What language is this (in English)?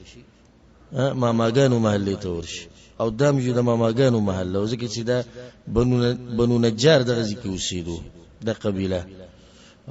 Pashto